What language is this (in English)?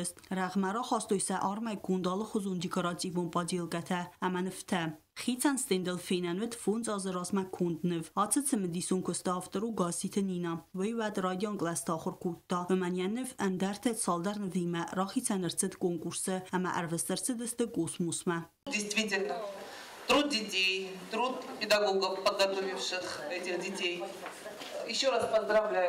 Ossetic